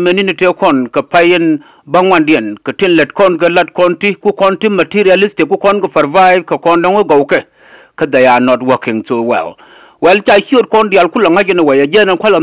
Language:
Nuer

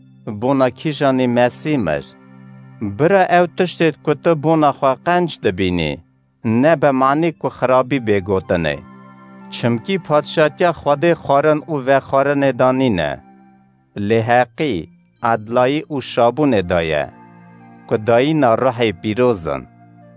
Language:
Kurdish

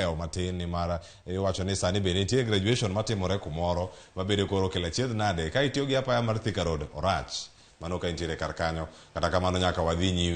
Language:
Luo (Kenya and Tanzania)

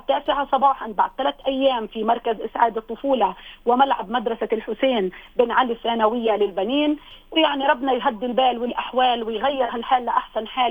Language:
North Levantine Arabic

